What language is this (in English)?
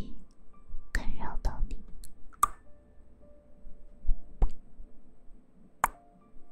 Chinese